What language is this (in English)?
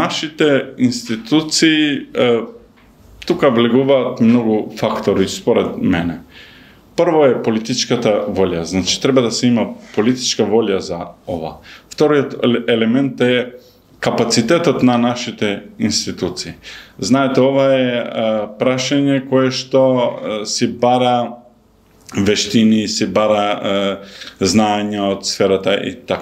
Macedonian